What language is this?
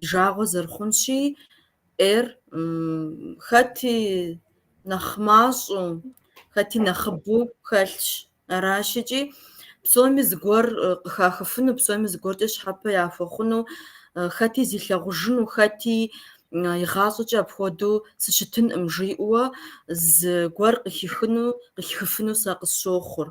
Kabardian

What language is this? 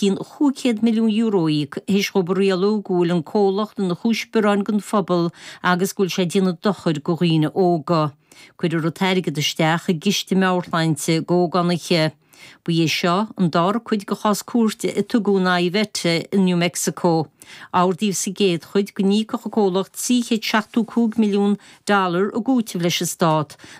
Irish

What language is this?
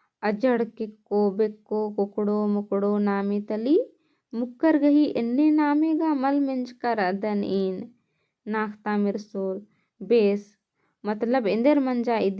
Kurukh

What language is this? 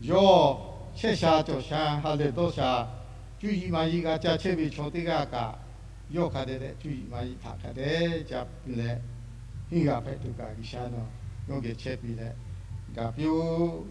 Lahu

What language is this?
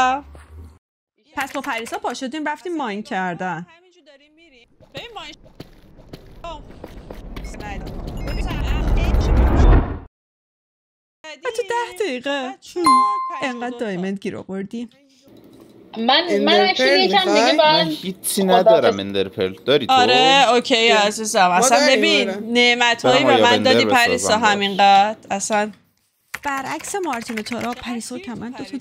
Persian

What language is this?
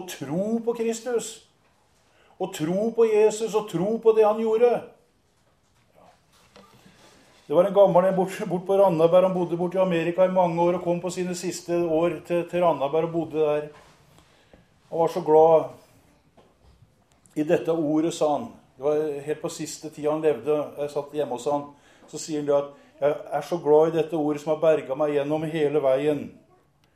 Norwegian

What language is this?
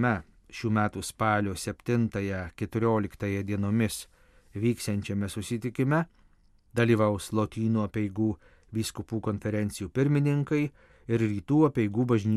Lithuanian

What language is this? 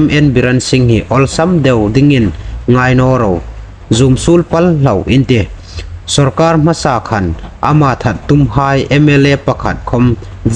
Hmar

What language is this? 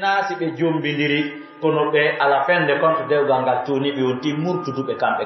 Pular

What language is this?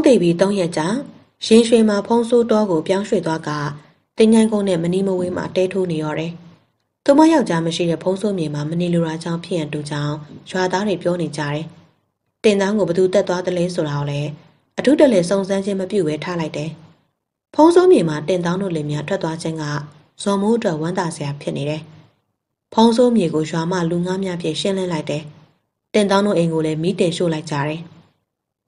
Burmese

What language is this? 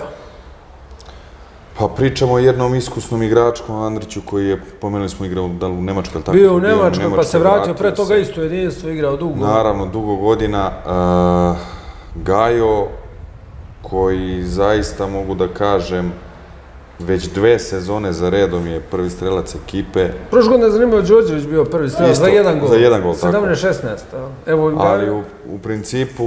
Serbian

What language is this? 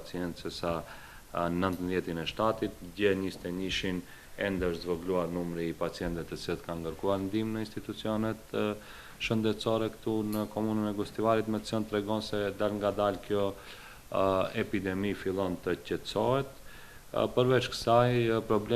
Albanian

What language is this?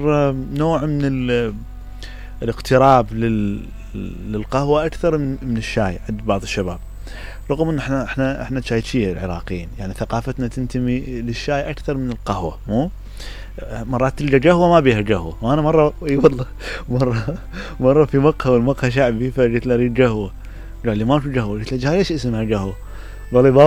Mesopotamian Arabic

